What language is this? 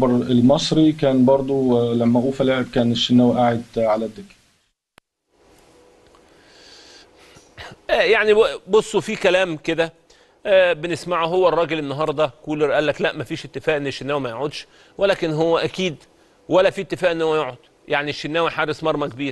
Egyptian Arabic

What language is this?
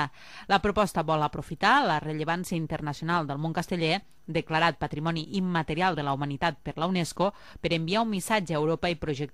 Catalan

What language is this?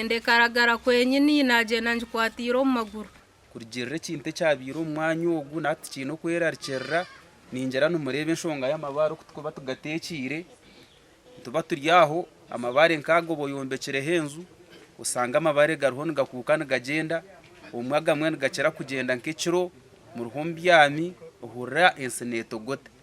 Nyankole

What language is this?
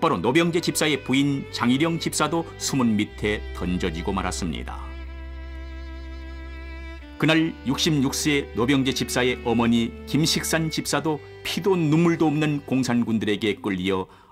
Korean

